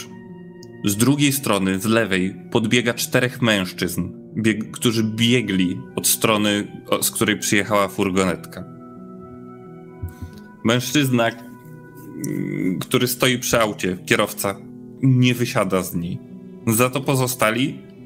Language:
Polish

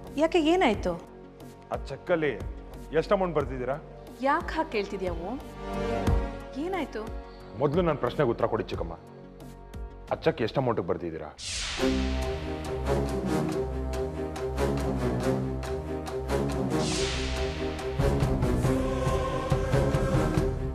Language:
Kannada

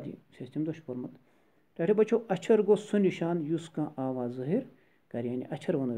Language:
Kashmiri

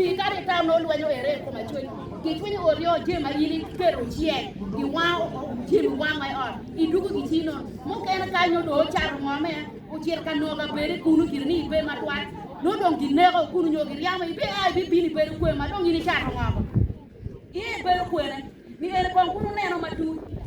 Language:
Acoli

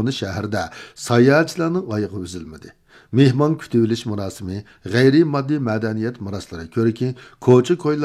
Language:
Uyghur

